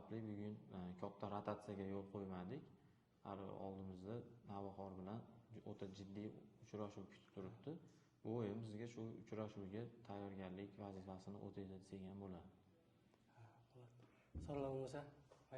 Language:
Uzbek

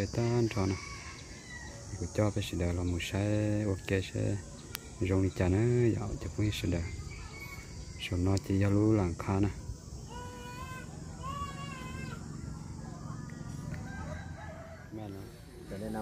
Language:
Vietnamese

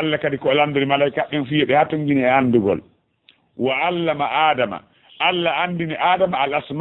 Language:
Fula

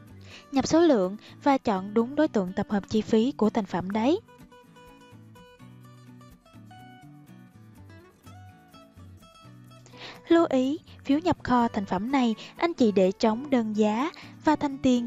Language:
Vietnamese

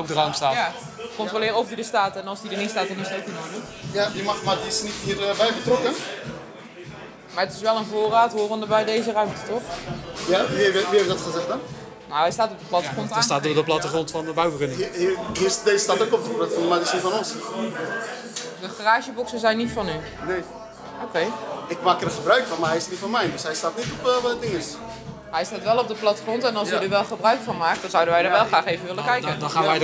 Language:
Dutch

